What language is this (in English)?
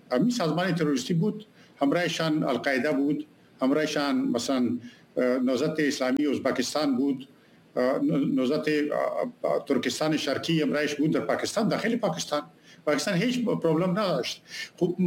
Persian